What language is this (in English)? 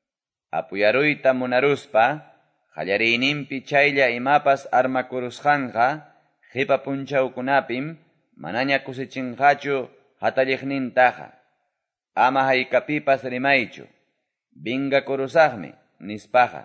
Quechua